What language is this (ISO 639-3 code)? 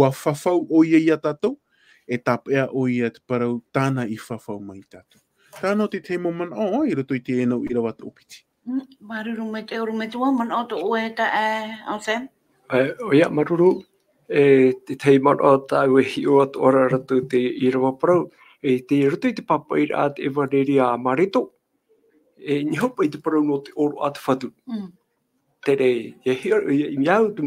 tah